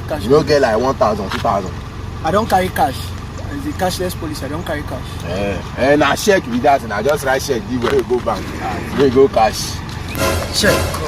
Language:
Nigerian Pidgin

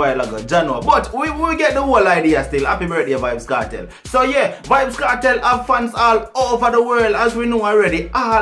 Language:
Jamaican Creole English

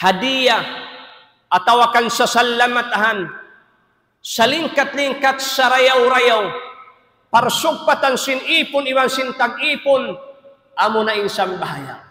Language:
Tausug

